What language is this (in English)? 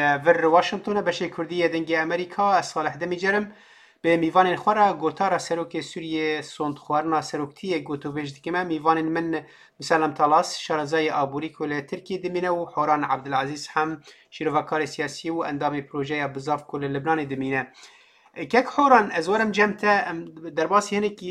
Kurdish